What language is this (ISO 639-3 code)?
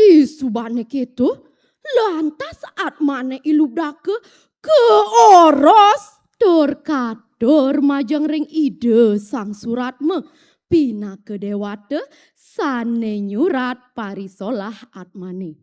ban